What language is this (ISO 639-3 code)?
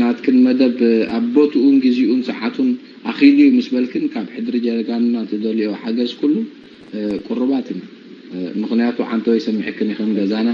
tir